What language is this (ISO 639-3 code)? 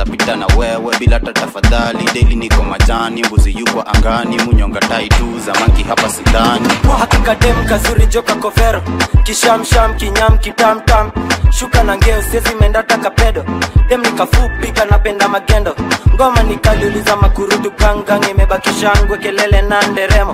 swa